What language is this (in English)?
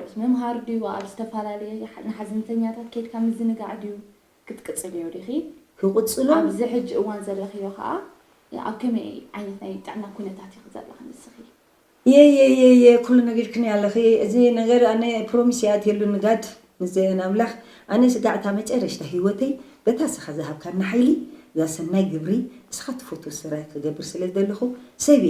Tigrinya